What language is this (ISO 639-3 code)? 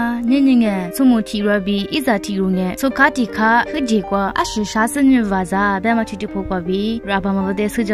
lis